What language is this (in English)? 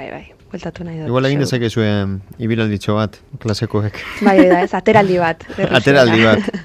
Basque